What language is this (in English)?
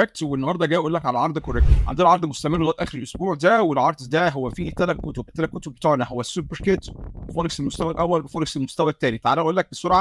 Egyptian Arabic